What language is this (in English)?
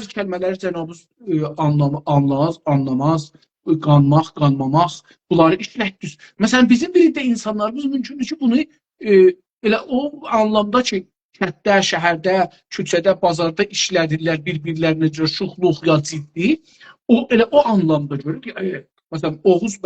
South Azerbaijani